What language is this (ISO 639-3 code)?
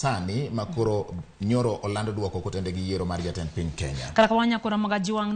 luo